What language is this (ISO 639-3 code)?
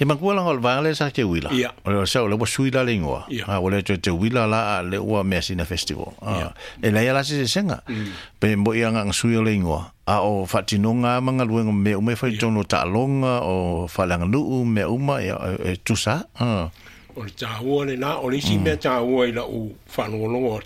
smo